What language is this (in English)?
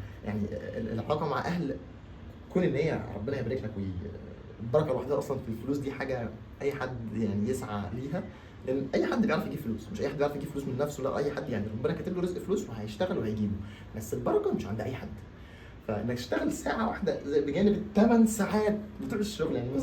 Egyptian Arabic